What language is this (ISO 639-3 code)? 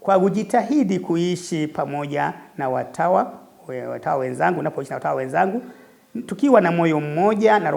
swa